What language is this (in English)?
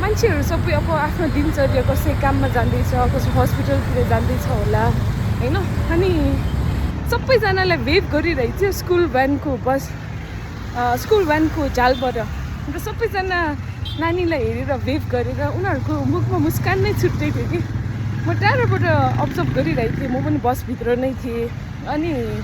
Nepali